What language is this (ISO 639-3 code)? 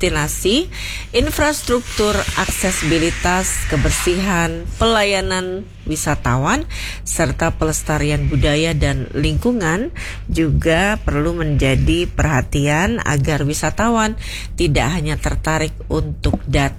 ind